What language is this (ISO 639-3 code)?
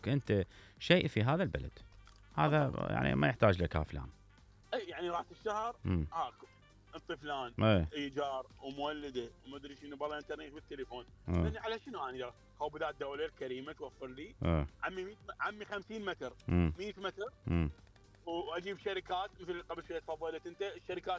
acm